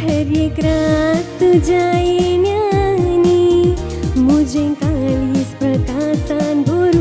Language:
Konkani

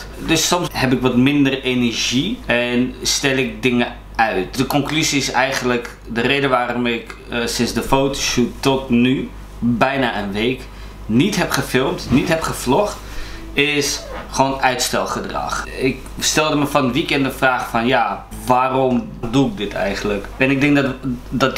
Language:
Dutch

